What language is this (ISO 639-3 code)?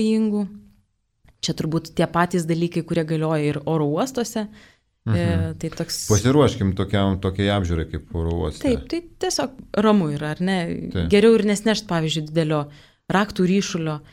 lit